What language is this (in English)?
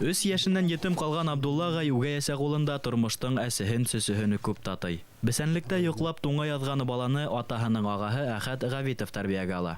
Bashkir